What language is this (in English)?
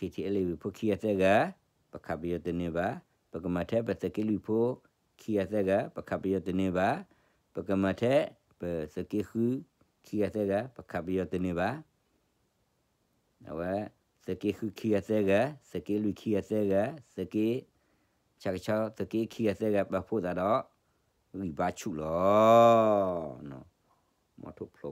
S'gaw Karen